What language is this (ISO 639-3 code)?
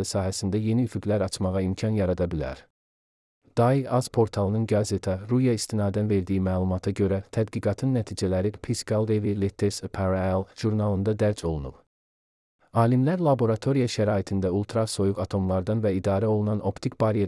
aze